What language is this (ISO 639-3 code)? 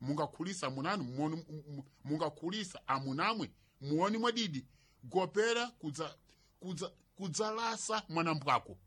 seh